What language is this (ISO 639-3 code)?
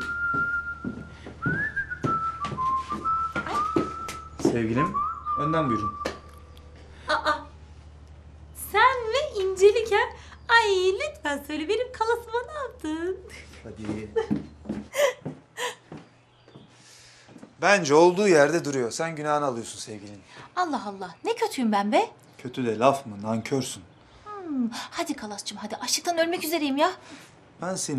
tur